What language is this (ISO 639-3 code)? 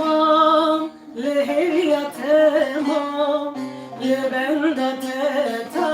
kur